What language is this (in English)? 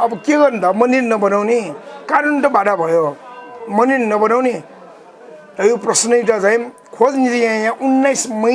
Newari